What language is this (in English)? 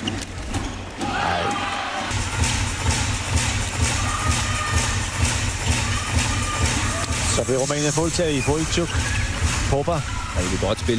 Danish